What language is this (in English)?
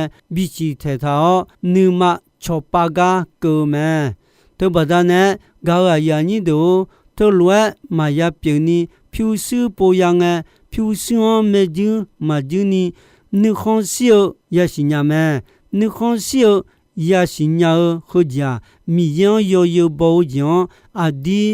Akha